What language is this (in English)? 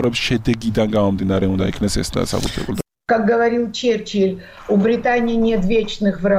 Georgian